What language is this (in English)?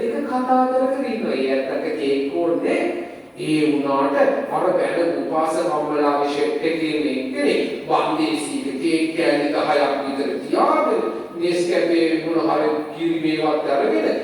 Sinhala